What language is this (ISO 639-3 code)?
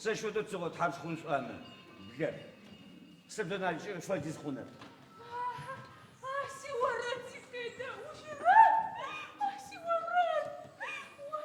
ady